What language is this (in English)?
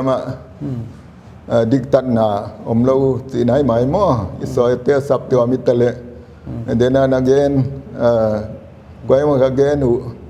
Paite Chin